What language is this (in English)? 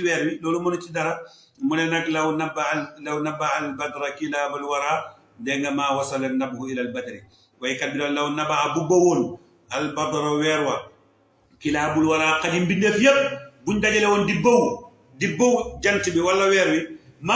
Wolof